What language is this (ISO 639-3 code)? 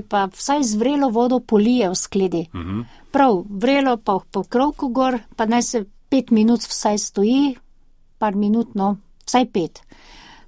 slv